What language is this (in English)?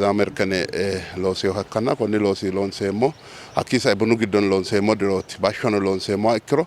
Sidamo